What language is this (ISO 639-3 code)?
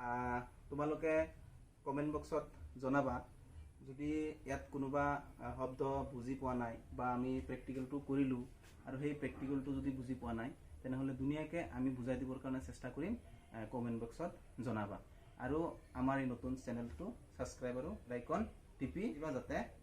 asm